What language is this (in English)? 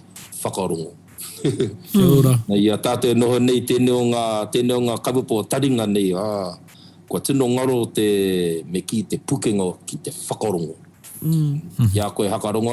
Māori